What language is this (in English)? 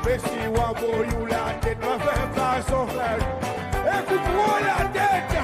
Seselwa Creole French